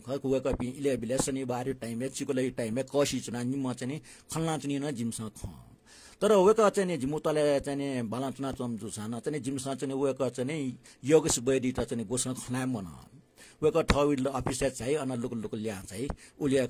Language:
Newari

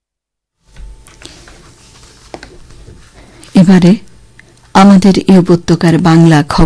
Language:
Bangla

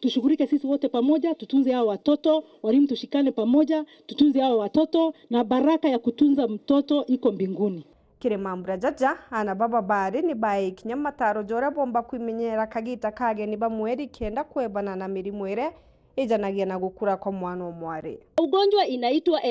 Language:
Meru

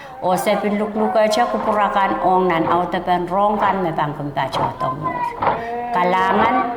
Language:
Pohnpeian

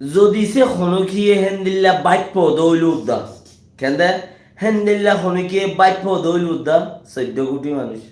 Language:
Rohingya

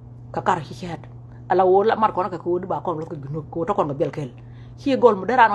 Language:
Nuer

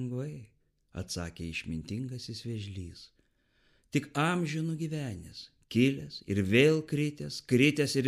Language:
Lithuanian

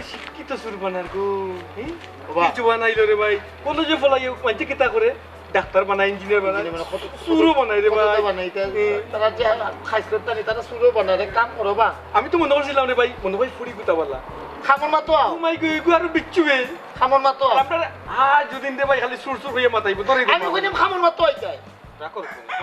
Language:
Sylheti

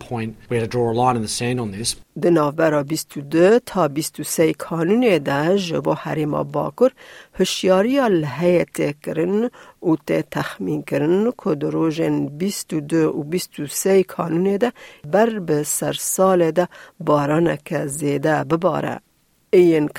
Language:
Kurdish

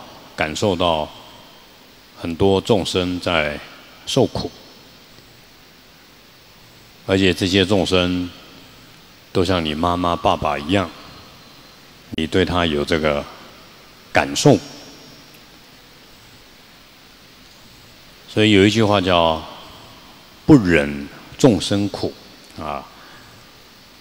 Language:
Chinese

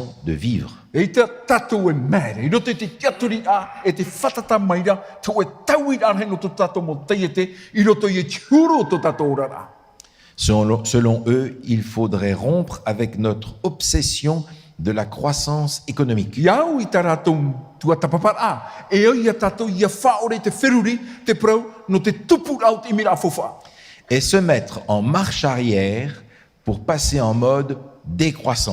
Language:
Tahitian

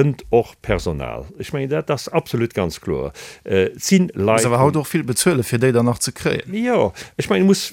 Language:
Luxembourgish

